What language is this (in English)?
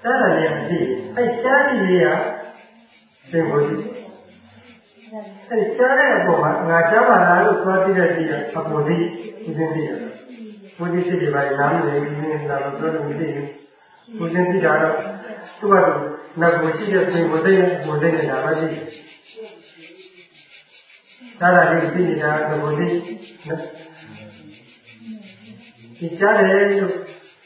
Burmese